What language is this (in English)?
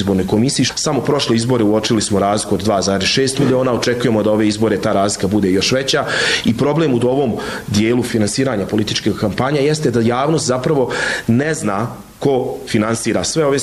Bosnian